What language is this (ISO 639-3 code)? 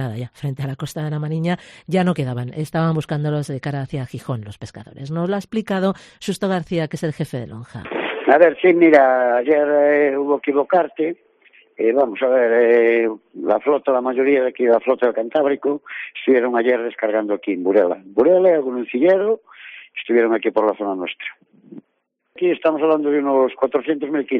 spa